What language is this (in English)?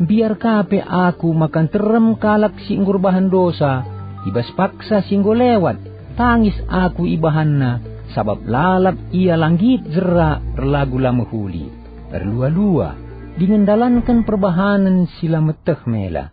Batak Karo